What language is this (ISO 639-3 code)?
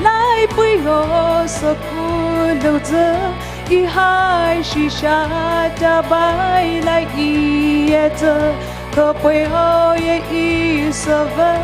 pmx